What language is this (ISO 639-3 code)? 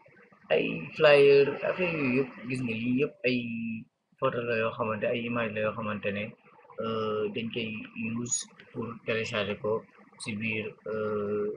wol